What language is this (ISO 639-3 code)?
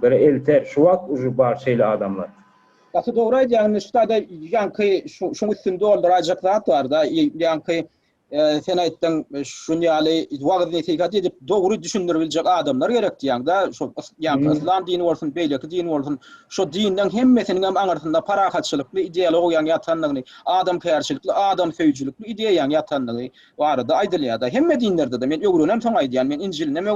tuk